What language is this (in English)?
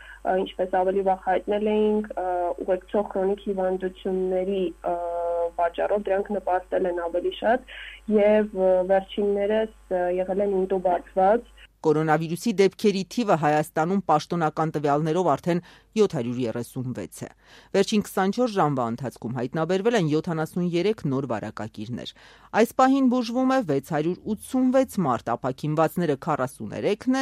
Armenian